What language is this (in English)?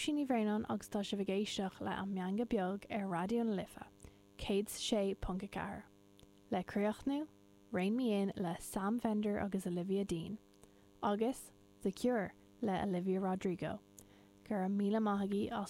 Irish